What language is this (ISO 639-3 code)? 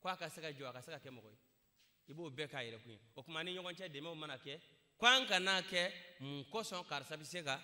bam